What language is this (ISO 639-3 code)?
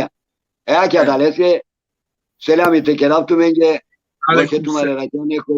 rmn